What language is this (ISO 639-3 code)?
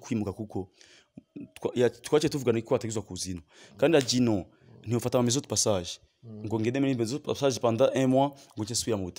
run